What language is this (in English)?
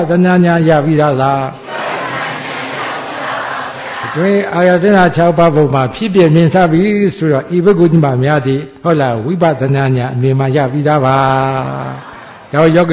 Burmese